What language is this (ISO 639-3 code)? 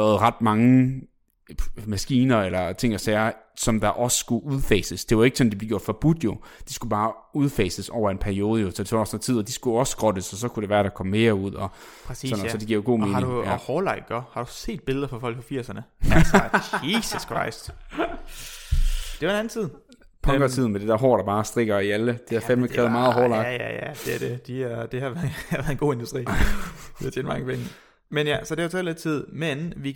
dan